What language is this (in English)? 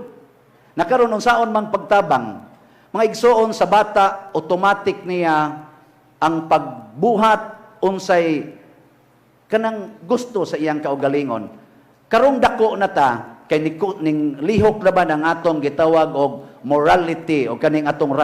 Cebuano